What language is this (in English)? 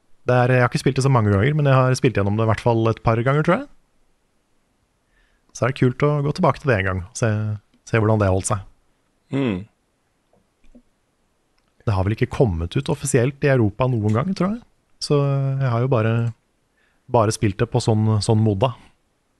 Norwegian